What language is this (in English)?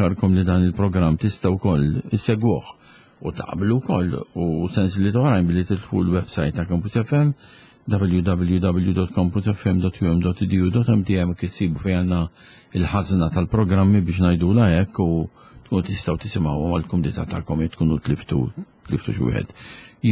Maltese